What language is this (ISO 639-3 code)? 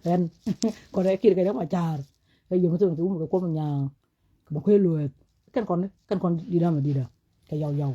nus